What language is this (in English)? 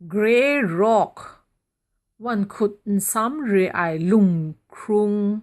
Kachin